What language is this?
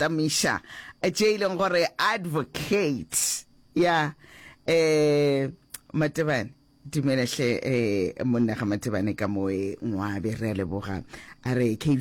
Northern Sotho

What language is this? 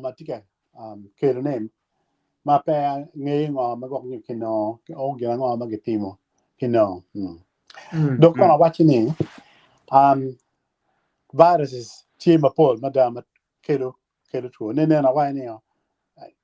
Acoli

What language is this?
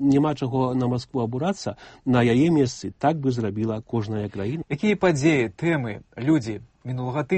Belarusian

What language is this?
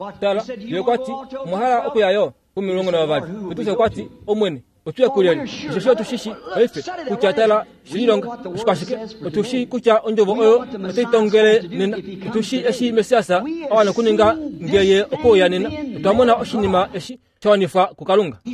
Kuanyama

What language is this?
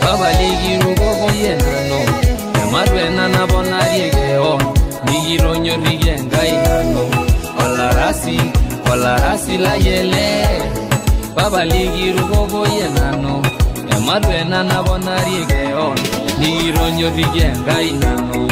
Masai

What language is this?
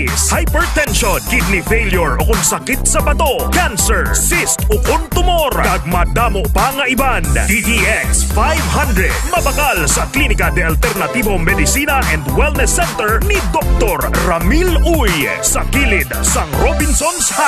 Hiligaynon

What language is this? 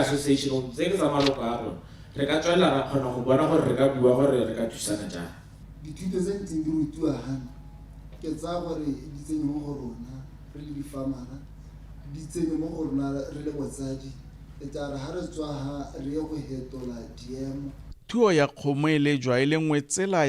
Tswana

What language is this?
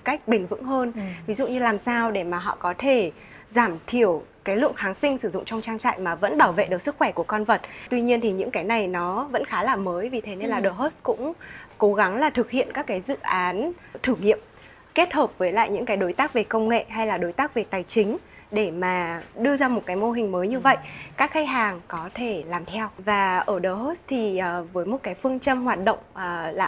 Vietnamese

